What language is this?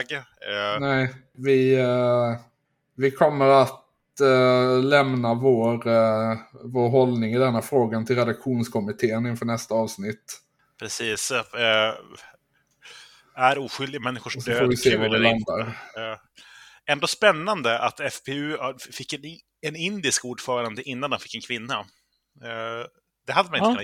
Swedish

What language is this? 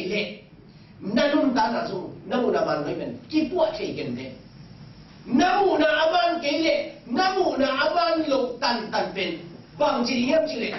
Tedim Chin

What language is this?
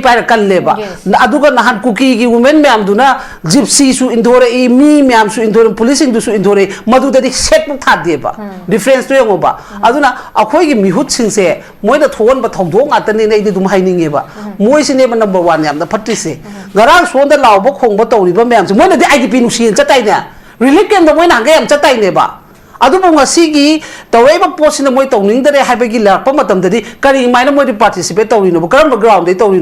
Manipuri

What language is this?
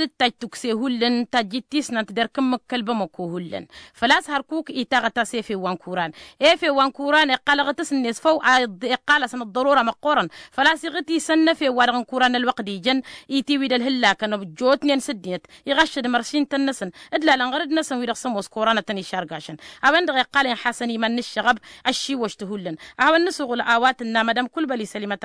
Tamasheq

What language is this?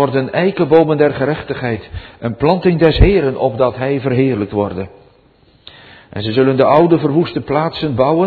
Dutch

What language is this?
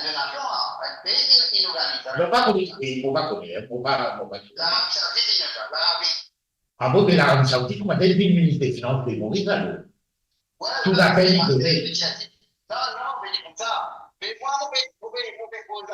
Morisyen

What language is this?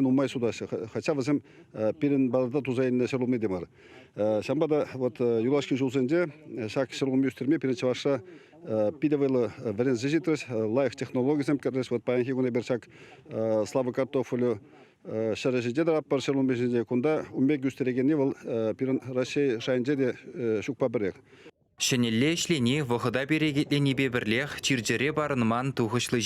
Chuvash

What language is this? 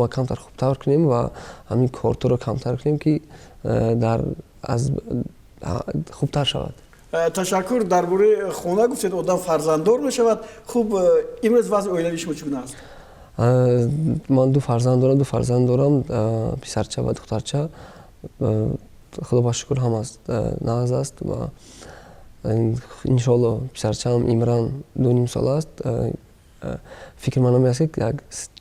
Tajik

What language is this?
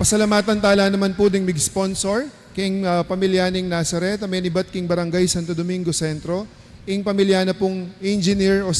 Pampanga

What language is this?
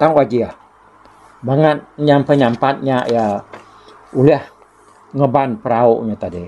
Iban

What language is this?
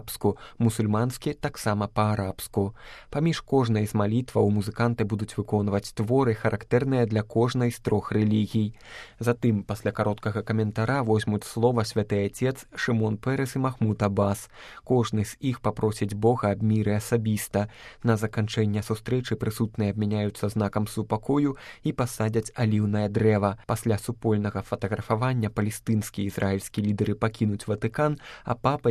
Belarusian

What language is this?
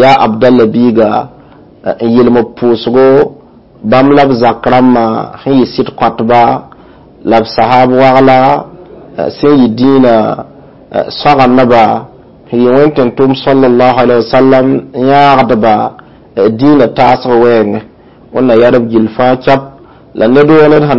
Mossi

